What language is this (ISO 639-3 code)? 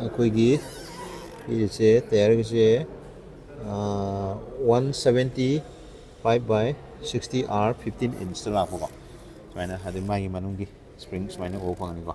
mni